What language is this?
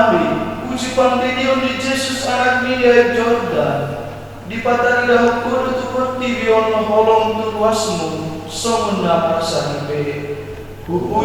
Batak Toba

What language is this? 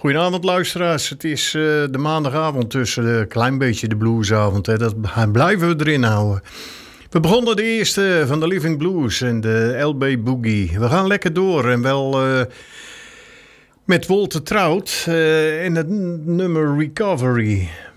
Dutch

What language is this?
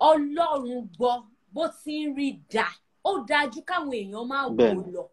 Yoruba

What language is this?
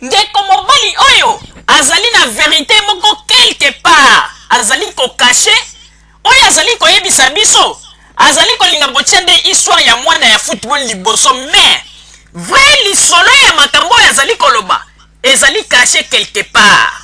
Lingala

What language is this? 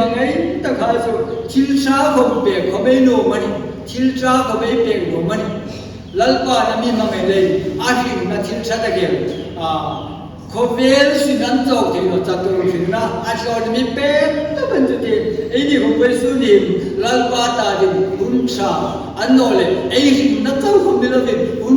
Hmar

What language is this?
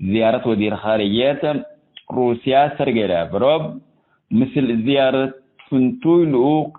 Tigre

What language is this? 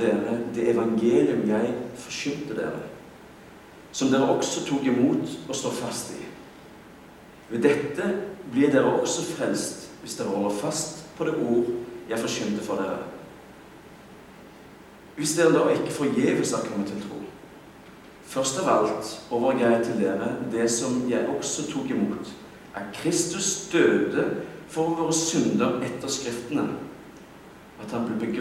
Norwegian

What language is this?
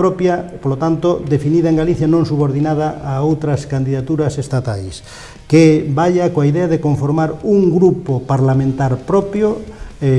Galician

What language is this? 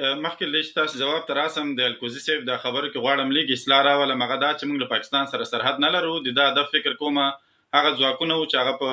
Pashto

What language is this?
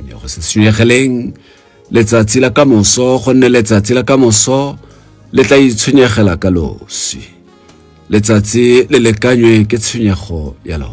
Tswana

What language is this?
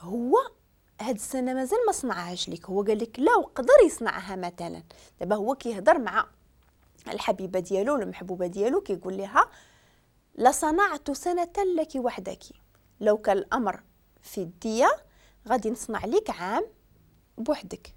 Moroccan Arabic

